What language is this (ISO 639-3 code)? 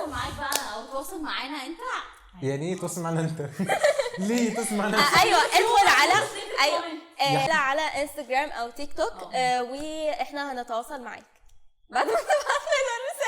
arz